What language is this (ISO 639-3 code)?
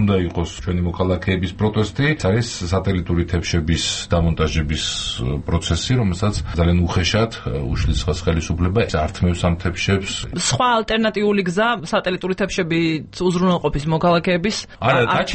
kat